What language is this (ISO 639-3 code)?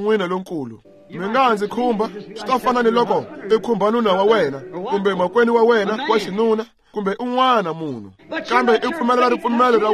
tso